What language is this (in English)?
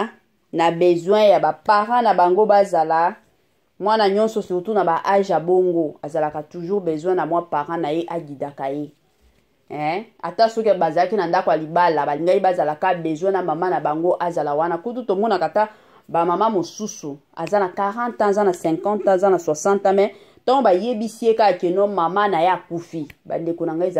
Lingala